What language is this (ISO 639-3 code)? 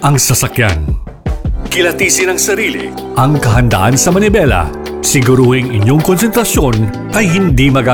fil